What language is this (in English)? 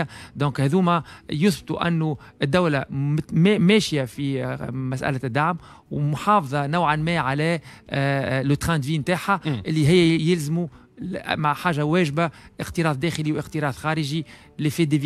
Tunisian Arabic